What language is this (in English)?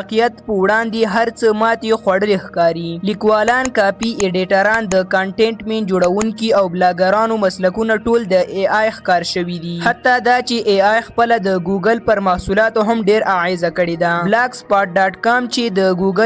Pashto